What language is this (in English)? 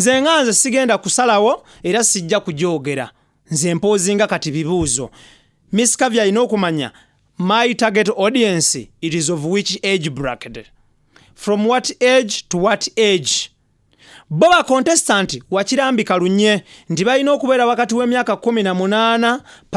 Ganda